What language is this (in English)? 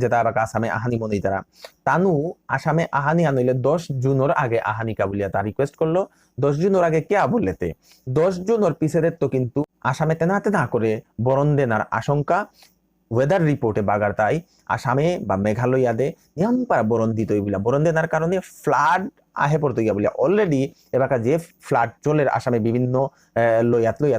Bishnupriya